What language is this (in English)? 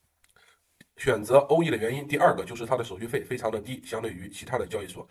Chinese